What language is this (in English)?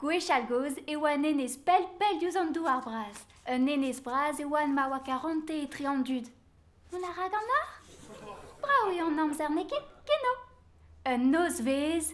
Breton